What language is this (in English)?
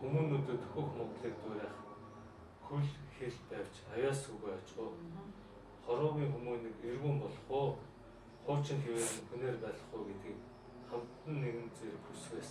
Mongolian